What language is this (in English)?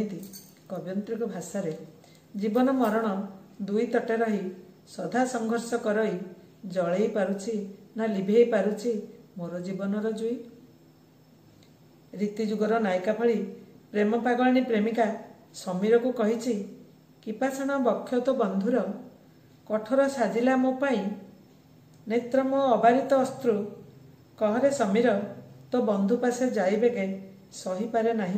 Odia